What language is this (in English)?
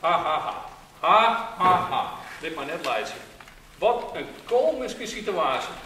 Western Frisian